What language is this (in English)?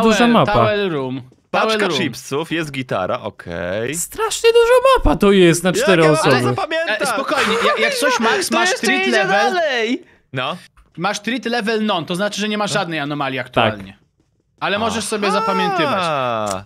Polish